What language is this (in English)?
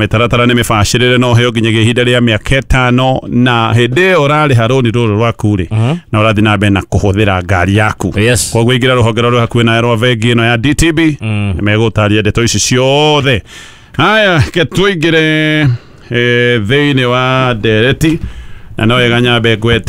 Kikuyu